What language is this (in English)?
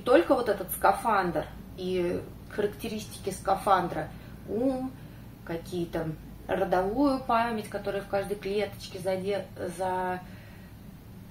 Russian